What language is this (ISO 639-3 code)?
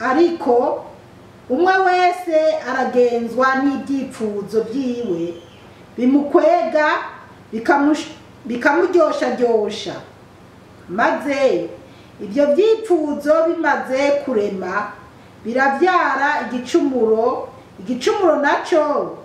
run